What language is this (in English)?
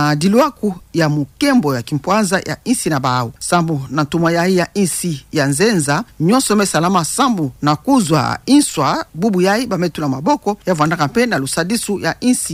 Kituba (Democratic Republic of Congo)